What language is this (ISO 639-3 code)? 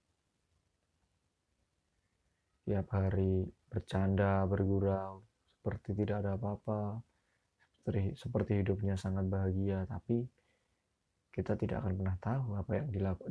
ind